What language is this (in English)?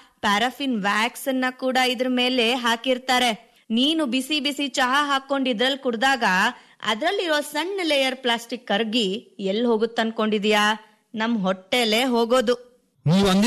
Kannada